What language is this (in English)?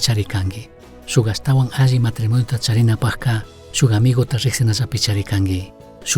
Chimborazo Highland Quichua